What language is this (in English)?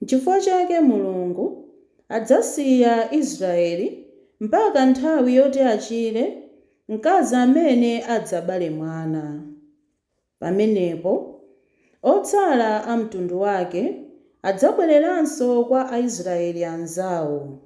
Nyanja